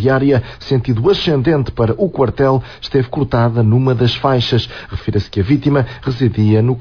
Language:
Portuguese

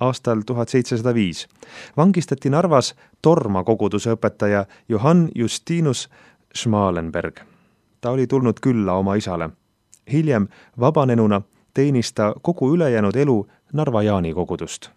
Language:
Estonian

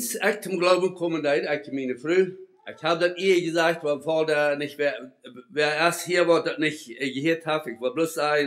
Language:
Plautdietsch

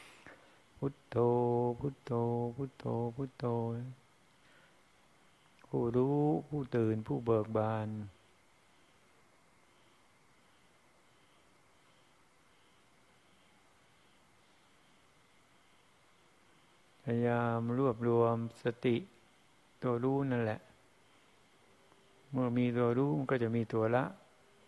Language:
Thai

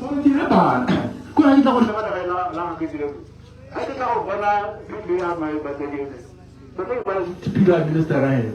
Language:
Tswana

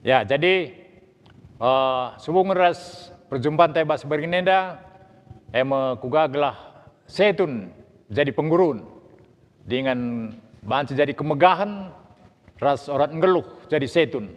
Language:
Batak Karo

